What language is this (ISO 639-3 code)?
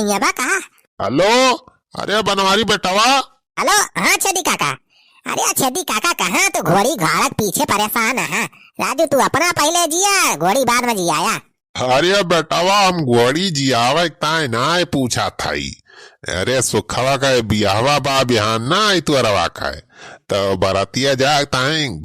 awa